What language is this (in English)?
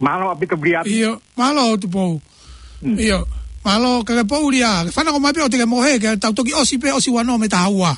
Tongan